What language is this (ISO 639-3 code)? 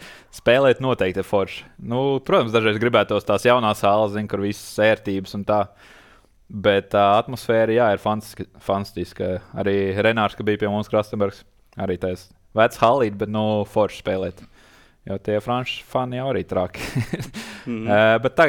lav